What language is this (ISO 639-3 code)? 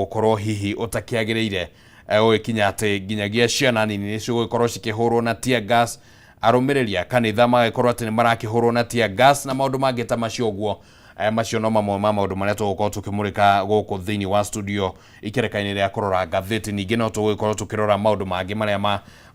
kik